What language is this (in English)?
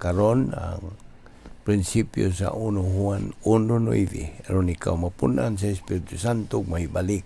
Cebuano